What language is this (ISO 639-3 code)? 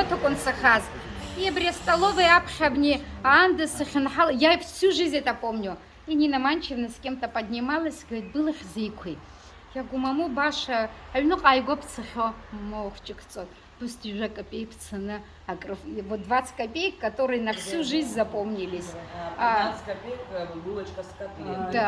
abk